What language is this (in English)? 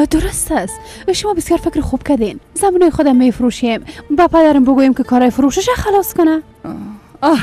Persian